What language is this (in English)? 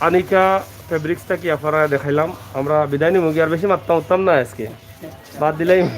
Sylheti